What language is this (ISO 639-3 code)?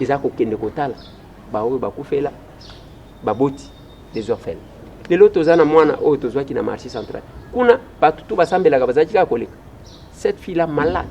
lin